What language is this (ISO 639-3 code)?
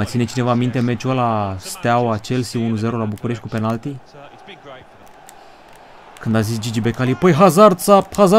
ron